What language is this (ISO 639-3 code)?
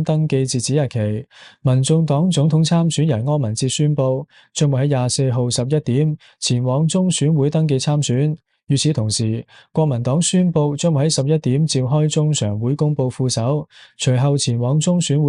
yue